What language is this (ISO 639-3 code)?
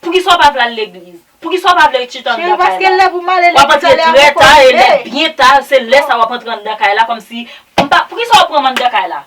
hat